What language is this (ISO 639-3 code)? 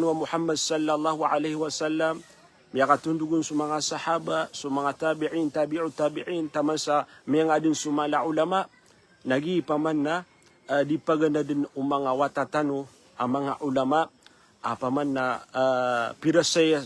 mrw